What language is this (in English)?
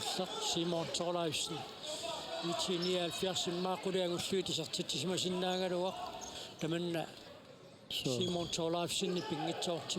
Kalaallisut